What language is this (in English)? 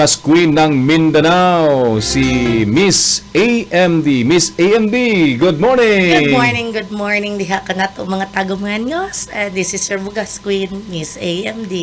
Cebuano